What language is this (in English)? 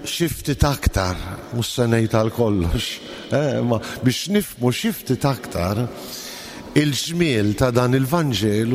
Maltese